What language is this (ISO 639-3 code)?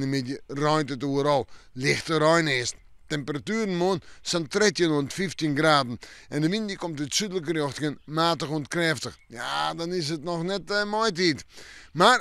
fry